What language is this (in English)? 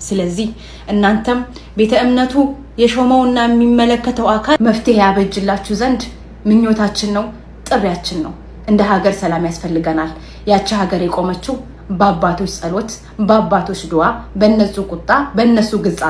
Amharic